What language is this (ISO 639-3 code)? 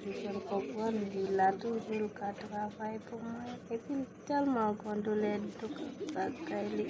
hat